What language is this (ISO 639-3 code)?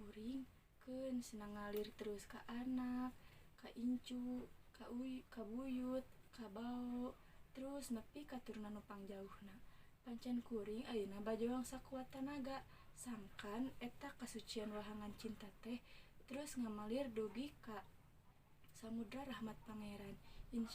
sun